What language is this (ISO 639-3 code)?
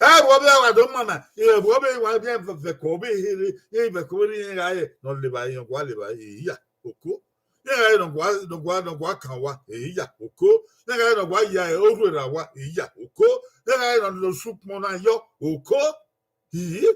bin